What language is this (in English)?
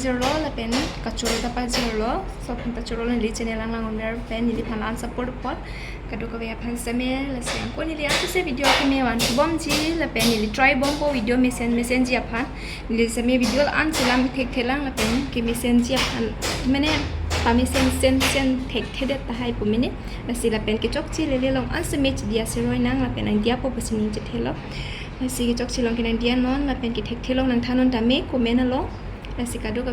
Karbi